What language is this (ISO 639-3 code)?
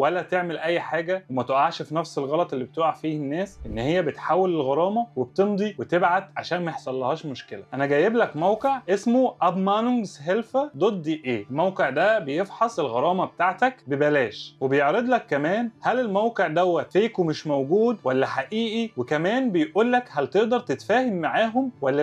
arz